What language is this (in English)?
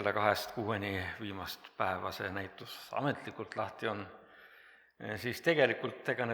Estonian